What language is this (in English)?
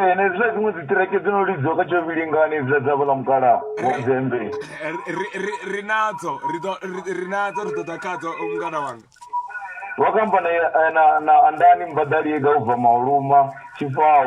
Venda